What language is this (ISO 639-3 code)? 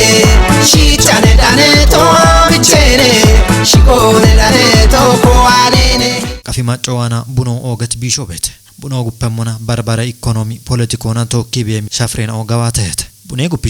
kbr